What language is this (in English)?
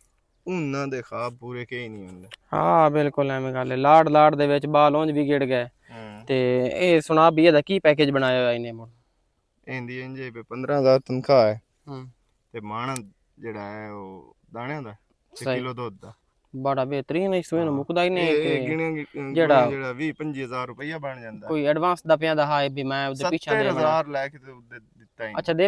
Western Panjabi